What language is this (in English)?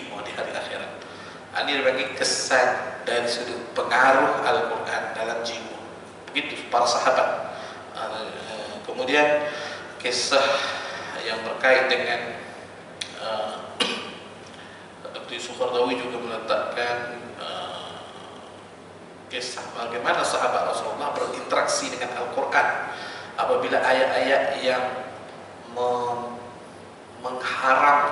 Malay